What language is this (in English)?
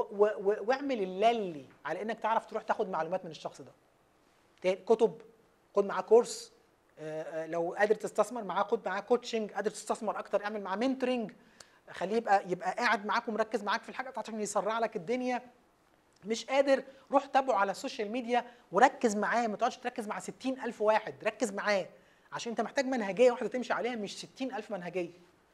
Egyptian Arabic